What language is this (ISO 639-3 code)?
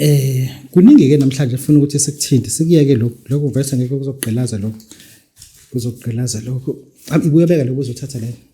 zul